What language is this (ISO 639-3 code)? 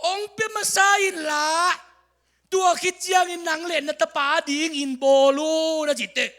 ctd